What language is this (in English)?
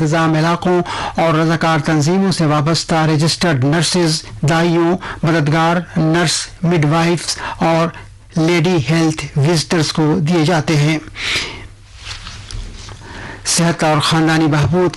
Urdu